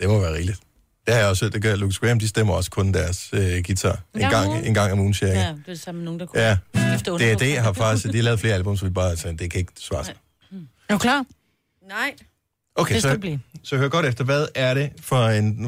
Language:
Danish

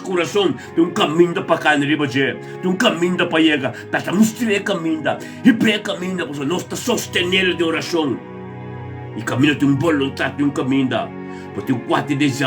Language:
Papiamento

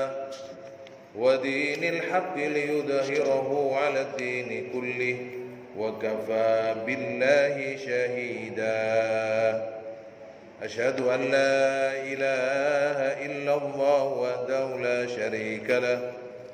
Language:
Indonesian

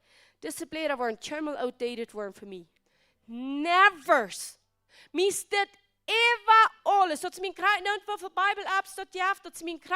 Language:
Plautdietsch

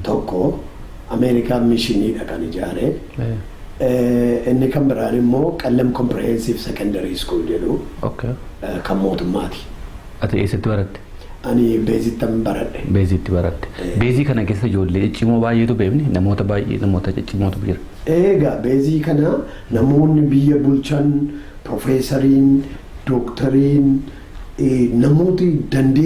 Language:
Oromo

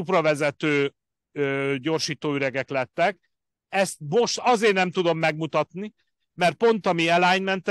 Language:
Hungarian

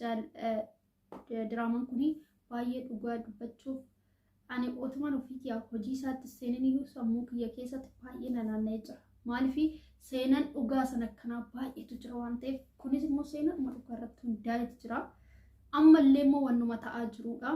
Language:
Oromo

